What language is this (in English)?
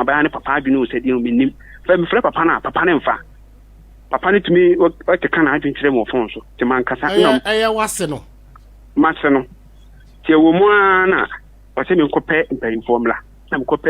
Akan